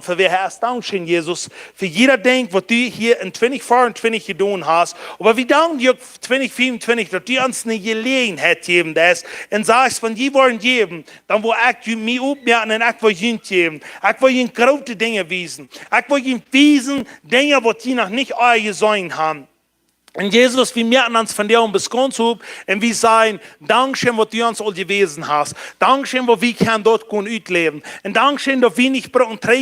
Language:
Plautdietsch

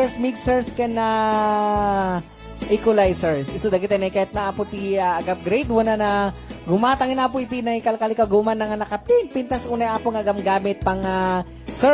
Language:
Iloko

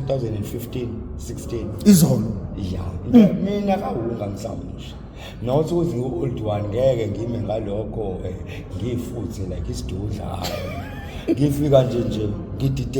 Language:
Zulu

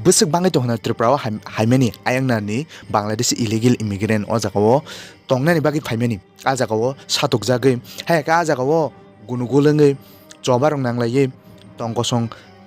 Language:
Kok Borok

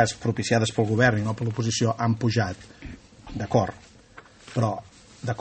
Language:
Catalan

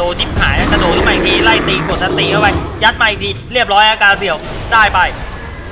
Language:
Thai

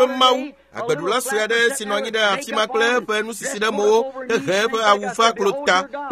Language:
Ewe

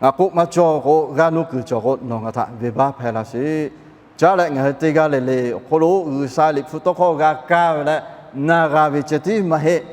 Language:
Lahu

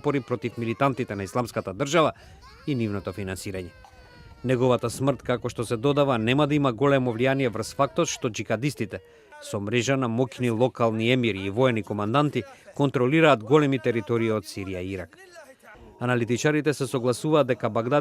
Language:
Macedonian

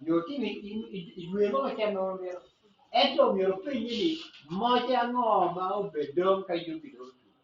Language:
Acoli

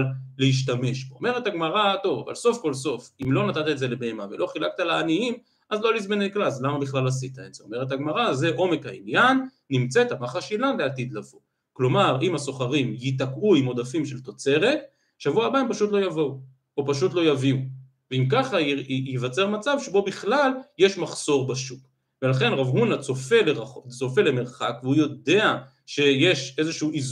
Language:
Hebrew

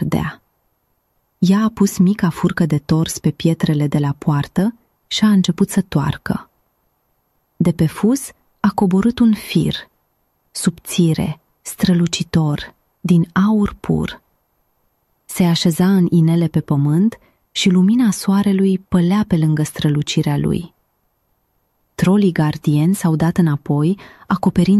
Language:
Romanian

